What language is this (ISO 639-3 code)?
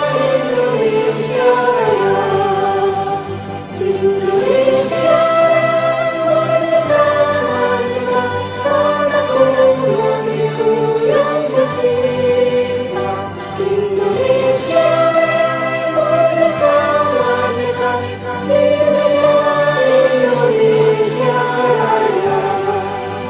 ind